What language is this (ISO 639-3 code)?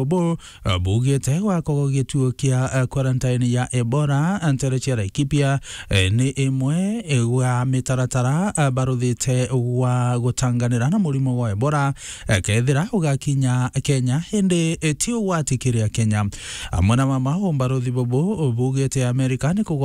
mer